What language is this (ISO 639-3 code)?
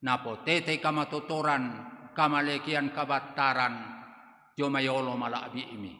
sda